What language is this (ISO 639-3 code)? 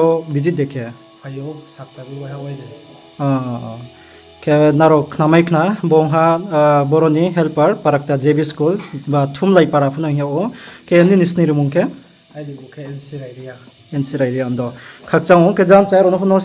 ria